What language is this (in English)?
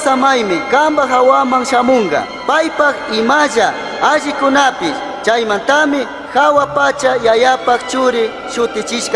Chimborazo Highland Quichua